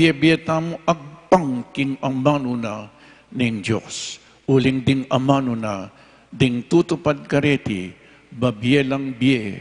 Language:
Pampanga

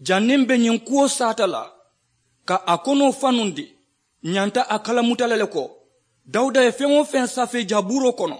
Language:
Mandingo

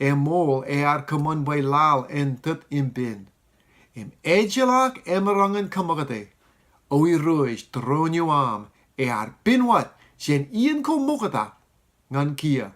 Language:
Marshallese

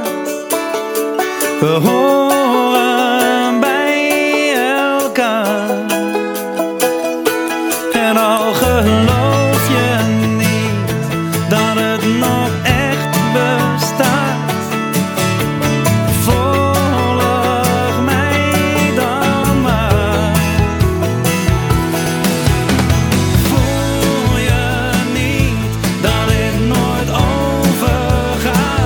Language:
Dutch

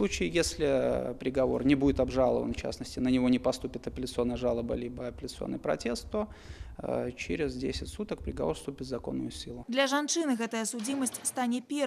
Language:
Belarusian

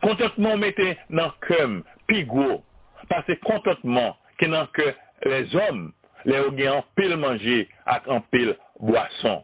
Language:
Haitian Creole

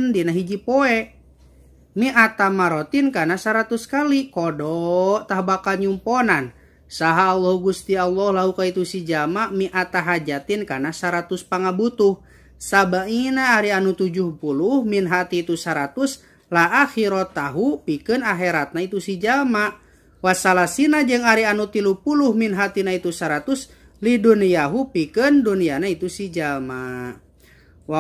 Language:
Sundanese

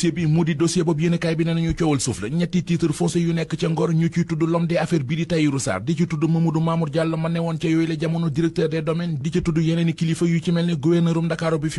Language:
Wolof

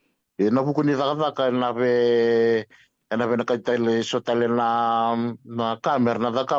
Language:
Fijian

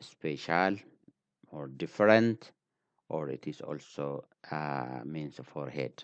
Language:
English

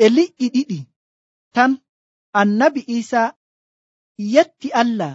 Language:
Nigerian Fulfulde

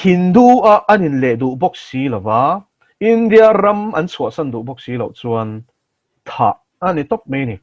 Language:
Mizo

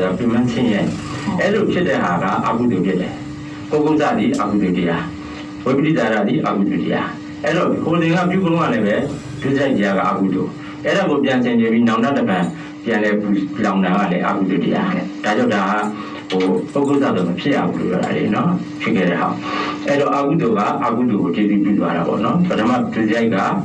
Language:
Burmese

